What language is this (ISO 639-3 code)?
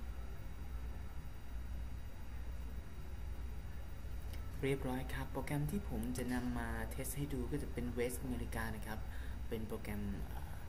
tha